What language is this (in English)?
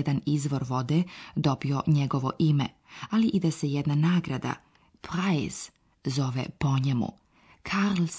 Bosnian